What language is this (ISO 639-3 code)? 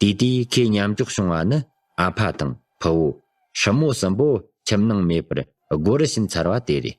bod